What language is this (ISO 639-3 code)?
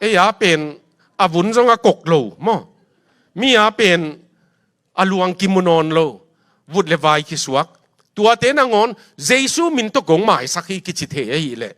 ctd